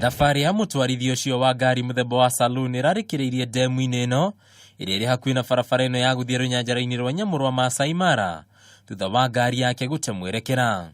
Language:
Kikuyu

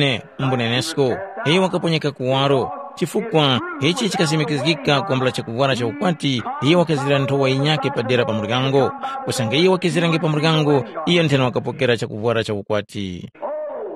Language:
Tumbuka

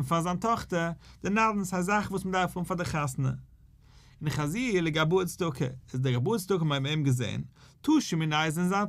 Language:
Yiddish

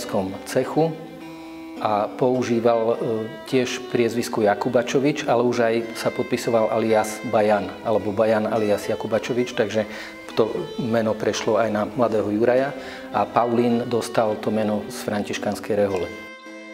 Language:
Slovak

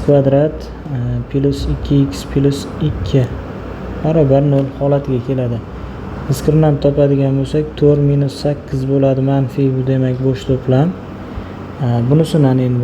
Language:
Uzbek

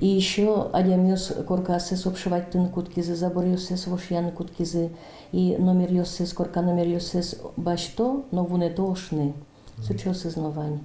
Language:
Udmurt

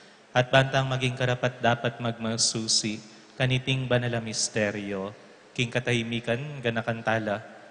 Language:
Pampanga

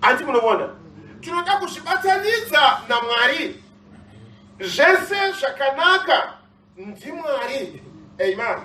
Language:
Shona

